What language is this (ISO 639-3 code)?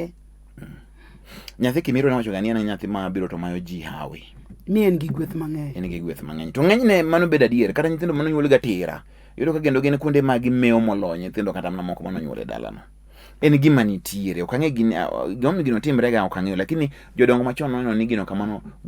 luo